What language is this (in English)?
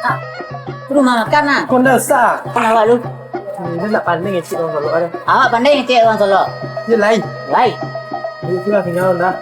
Minangkabau